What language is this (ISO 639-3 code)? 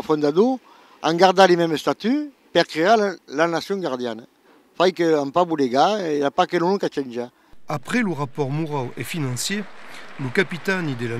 oci